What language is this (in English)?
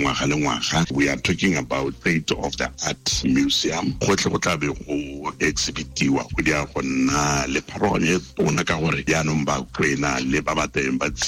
Tswana